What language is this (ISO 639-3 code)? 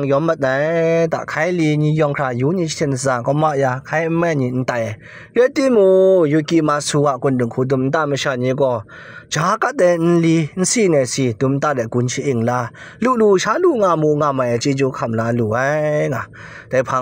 kac